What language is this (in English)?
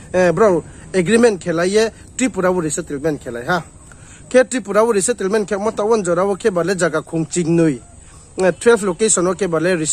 Riang (India)